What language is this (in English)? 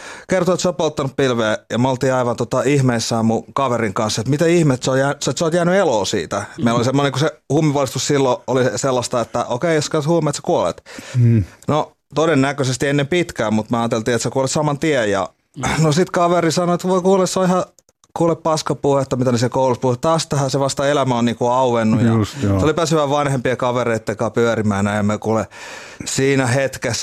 Finnish